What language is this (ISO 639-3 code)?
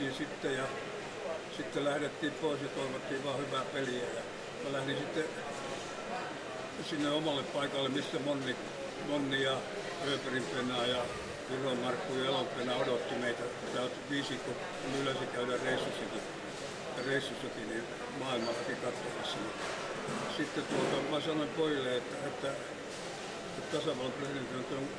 fin